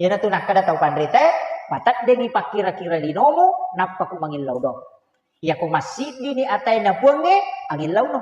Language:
Buginese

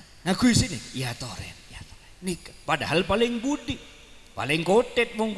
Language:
Madurese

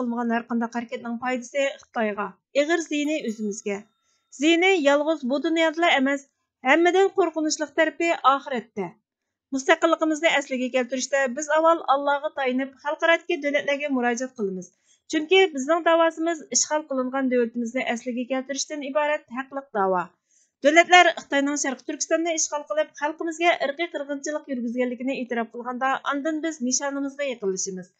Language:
Uyghur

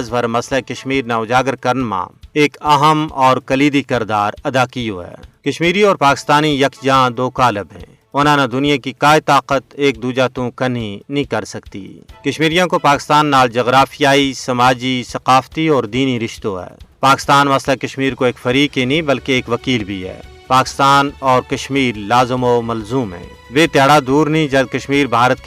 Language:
Gujari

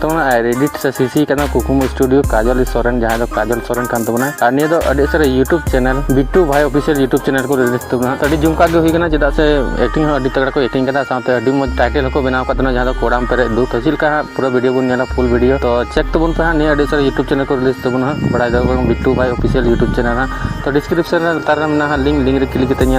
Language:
Santali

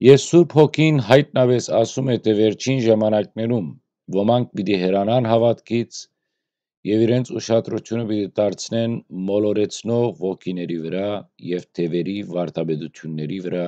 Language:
Western Armenian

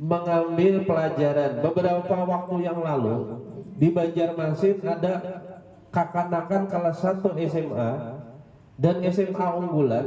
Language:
Banjar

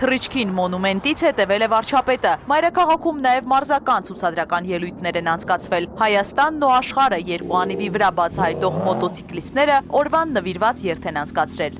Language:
Armenian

